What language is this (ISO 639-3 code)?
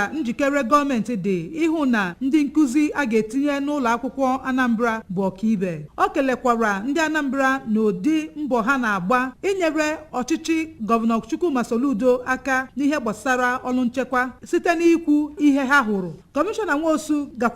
ibo